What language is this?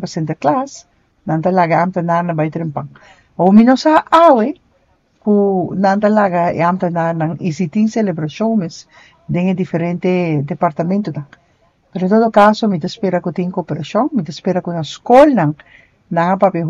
Papiamento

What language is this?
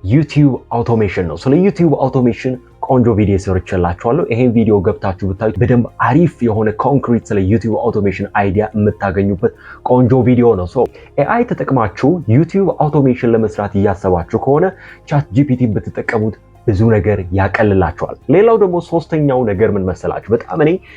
Amharic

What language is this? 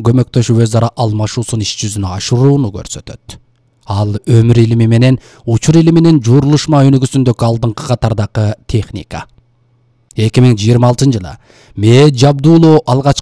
Kyrgyz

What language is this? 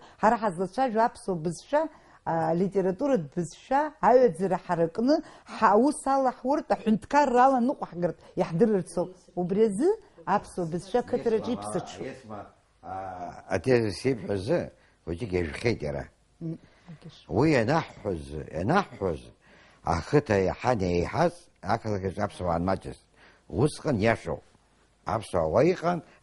Abkhazian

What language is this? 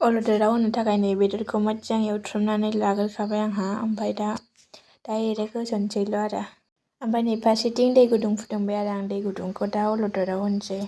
Bodo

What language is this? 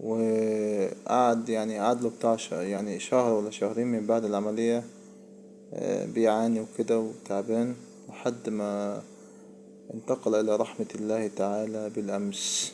Egyptian Arabic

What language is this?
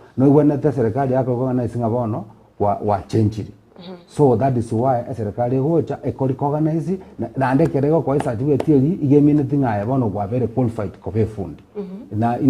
Gusii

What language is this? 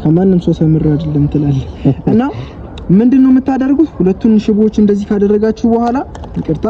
Amharic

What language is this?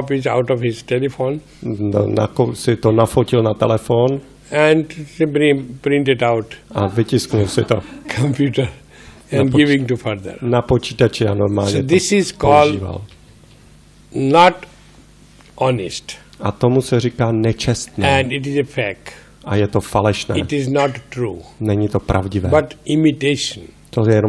Czech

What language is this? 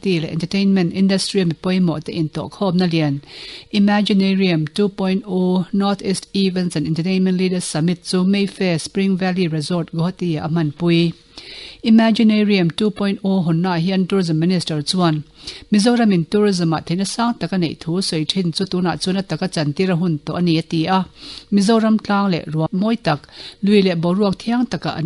Mizo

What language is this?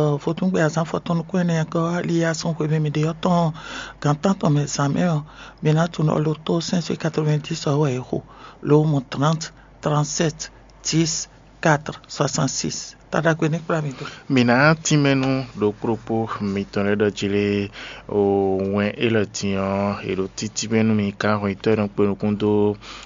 Fon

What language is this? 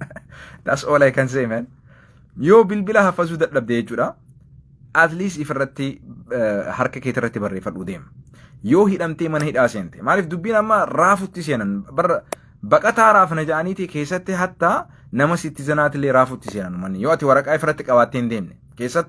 Oromo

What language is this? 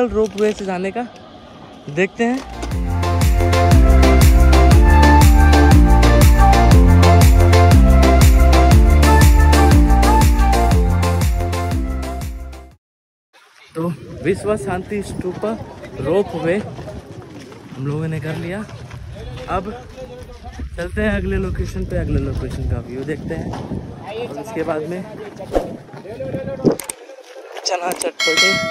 Hindi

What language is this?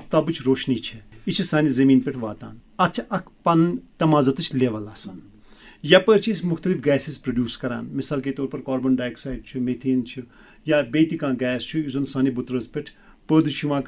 Kashmiri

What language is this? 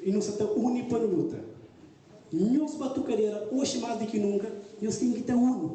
Kabuverdianu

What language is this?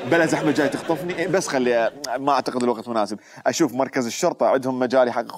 Mesopotamian Arabic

